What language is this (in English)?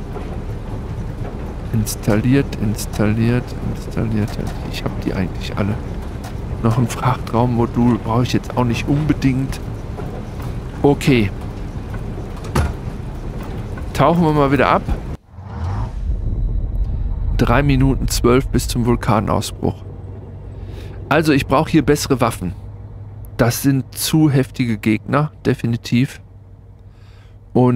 German